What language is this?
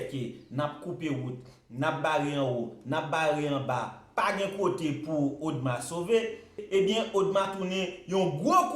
Haitian Creole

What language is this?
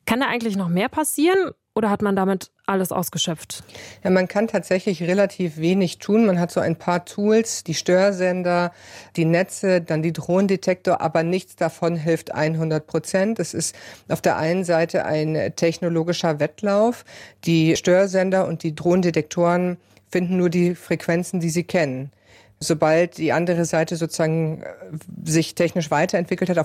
German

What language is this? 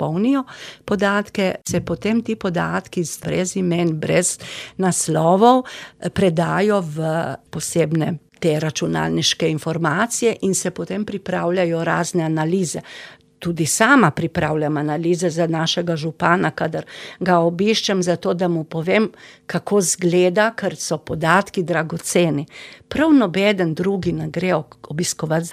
Slovenian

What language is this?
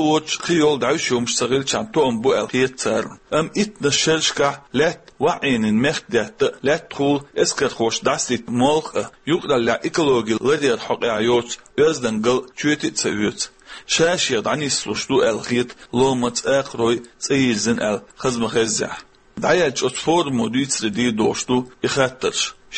Chechen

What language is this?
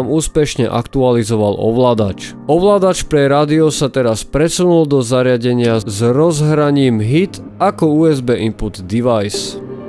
Slovak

